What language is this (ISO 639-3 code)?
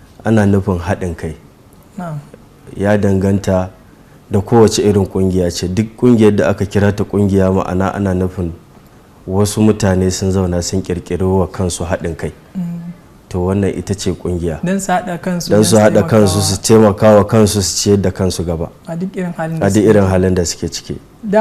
hau